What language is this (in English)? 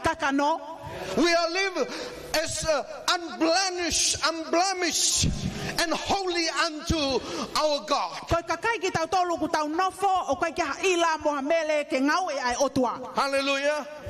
Tongan